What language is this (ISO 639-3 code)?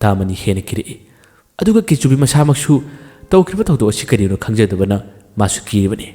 mni